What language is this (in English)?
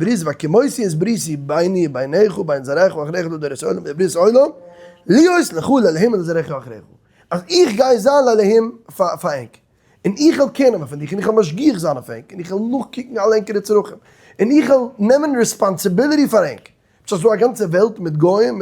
Yiddish